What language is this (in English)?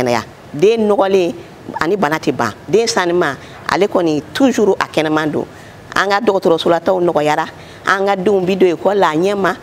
Bambara